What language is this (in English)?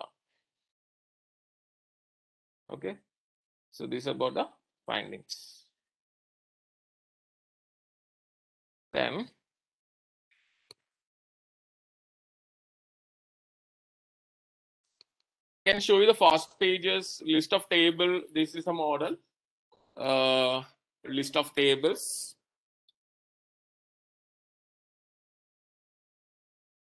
Malayalam